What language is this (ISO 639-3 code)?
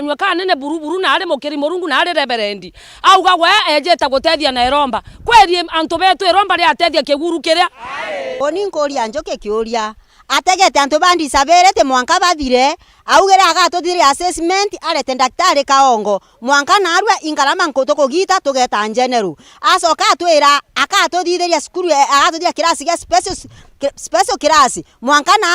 mer